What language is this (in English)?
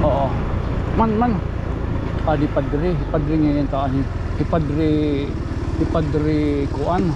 Waray